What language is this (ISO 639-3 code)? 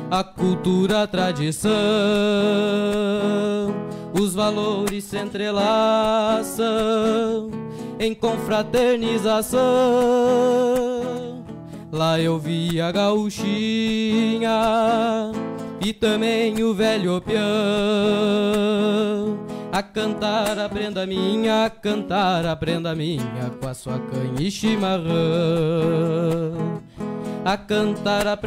por